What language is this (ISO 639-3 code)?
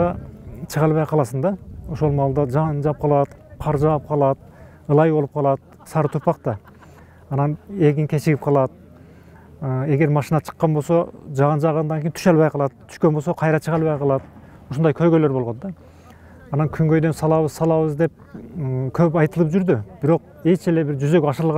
kir